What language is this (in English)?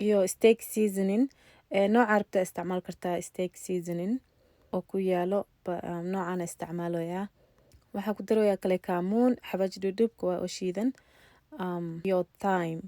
Somali